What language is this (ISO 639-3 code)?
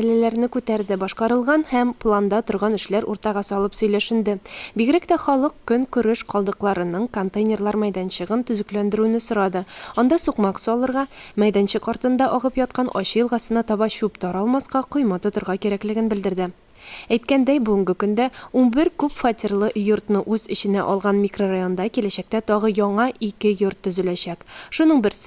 tat